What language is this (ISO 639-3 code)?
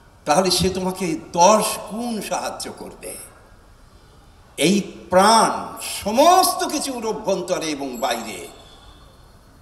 ben